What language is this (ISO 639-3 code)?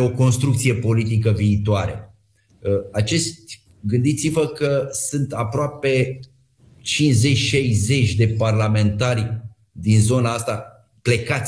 ron